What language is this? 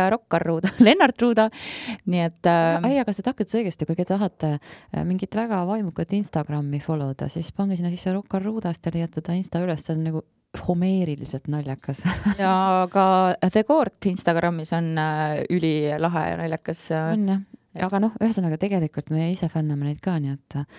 Estonian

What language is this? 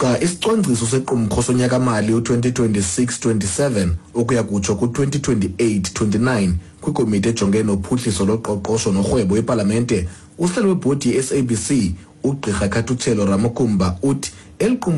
Xhosa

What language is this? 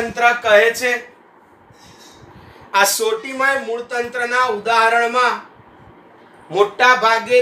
Gujarati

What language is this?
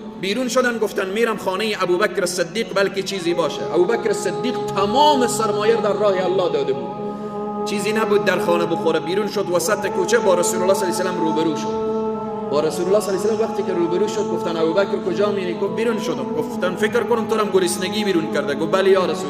Persian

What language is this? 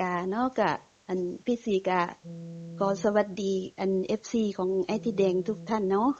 Northeastern Thai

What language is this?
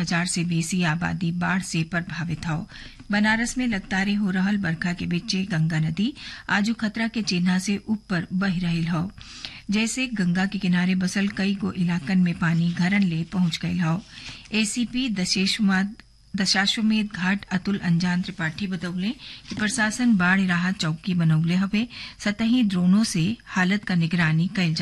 Bhojpuri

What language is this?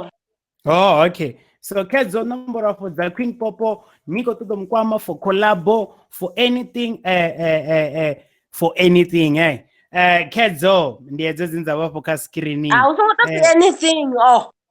Venda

